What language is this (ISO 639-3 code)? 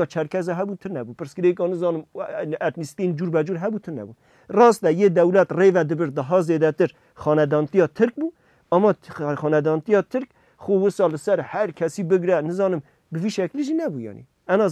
kur